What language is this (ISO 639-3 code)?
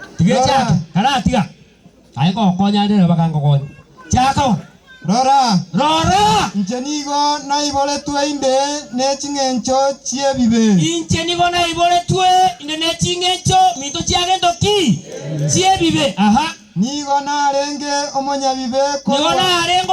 guz